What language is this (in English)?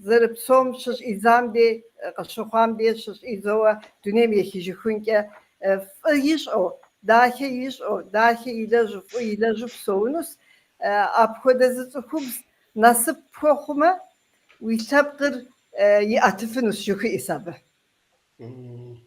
Kabardian